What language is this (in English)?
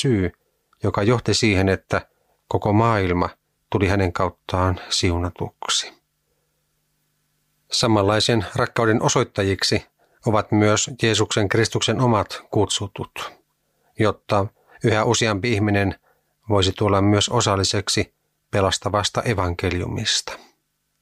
Finnish